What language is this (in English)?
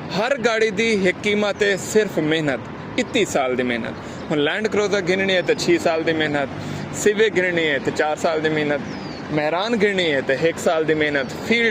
Saraiki